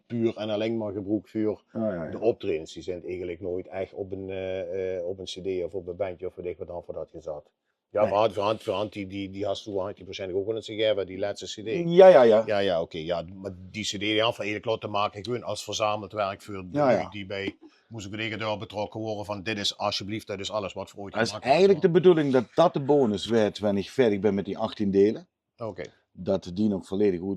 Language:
Limburgish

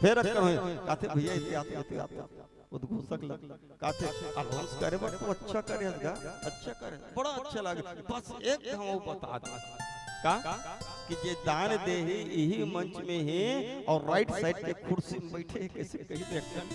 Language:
Chhattisgarhi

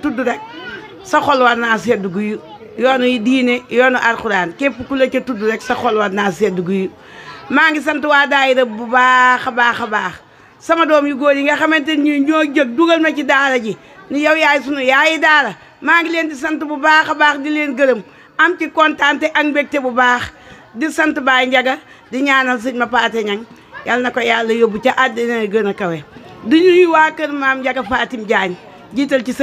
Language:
Wolof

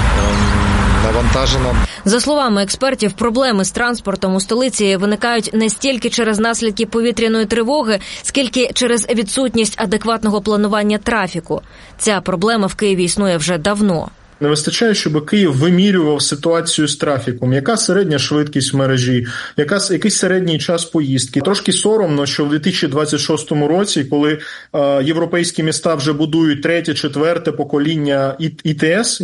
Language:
Ukrainian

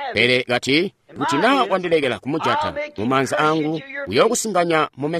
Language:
Tonga (Zambia)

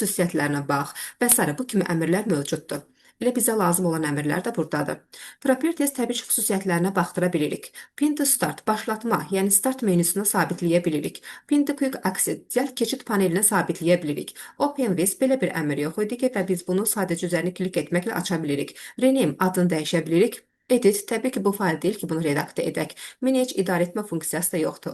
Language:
Azerbaijani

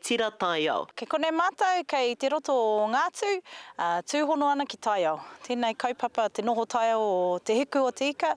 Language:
Māori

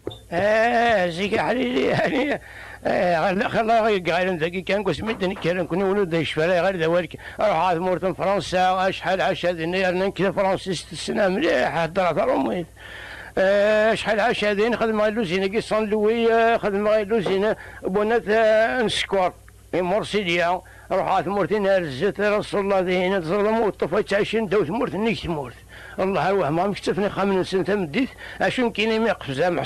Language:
Kabyle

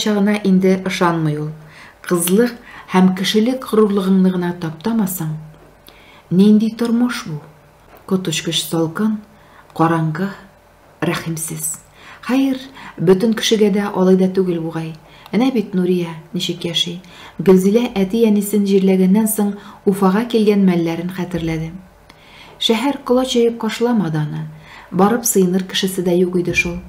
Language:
Tatar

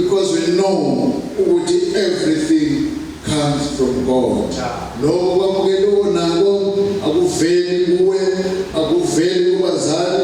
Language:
Zulu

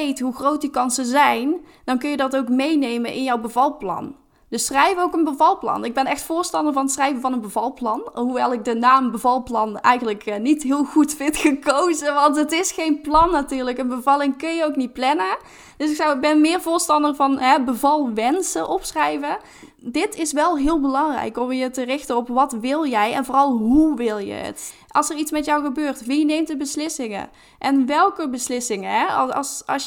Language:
Dutch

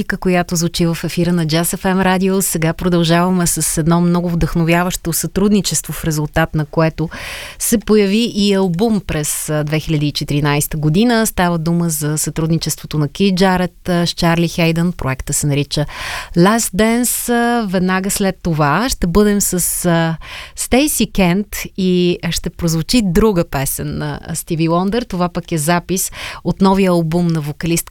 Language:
Bulgarian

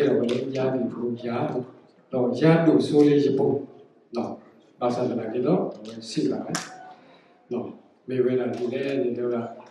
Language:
S'gaw Karen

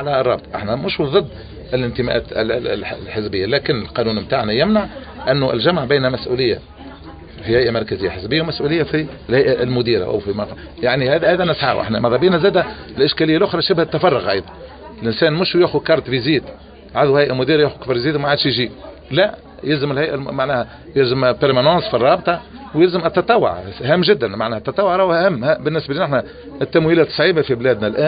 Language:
Tunisian Arabic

